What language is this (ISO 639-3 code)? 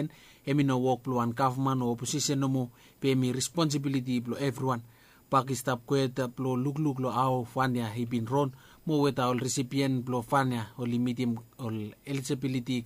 bis